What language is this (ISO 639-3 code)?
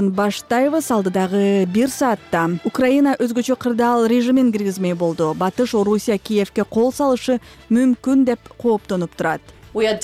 kir